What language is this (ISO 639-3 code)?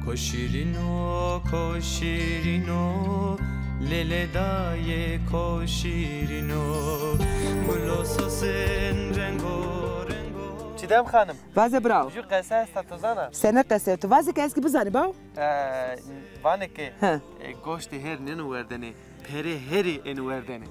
zza